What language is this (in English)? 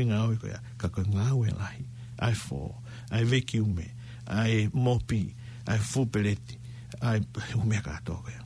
Tongan